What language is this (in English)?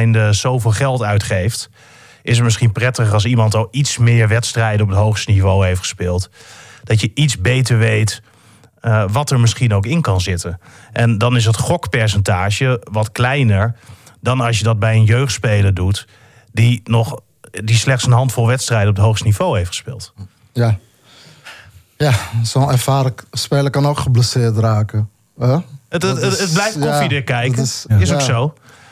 Dutch